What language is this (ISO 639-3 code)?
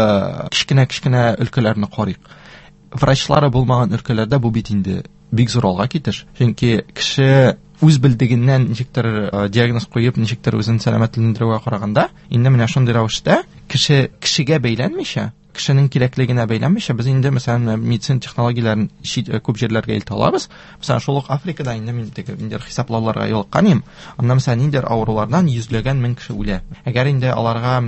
tat